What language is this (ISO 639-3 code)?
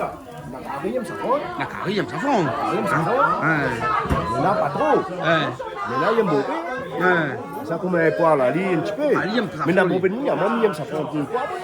rcf